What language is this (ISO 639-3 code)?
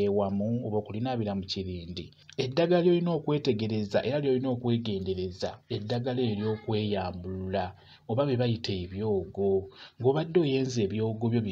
lug